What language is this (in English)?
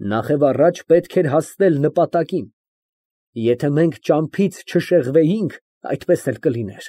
Armenian